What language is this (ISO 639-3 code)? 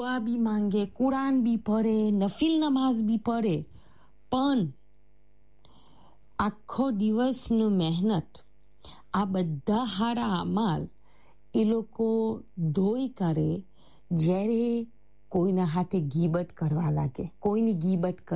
guj